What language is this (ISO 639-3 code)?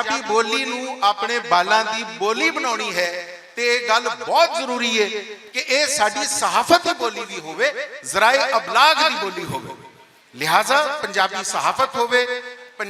lah